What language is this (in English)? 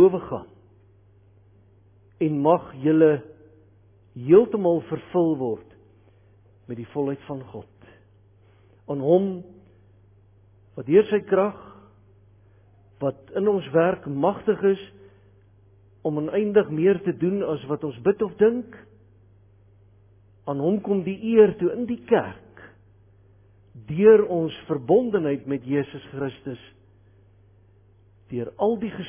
Afrikaans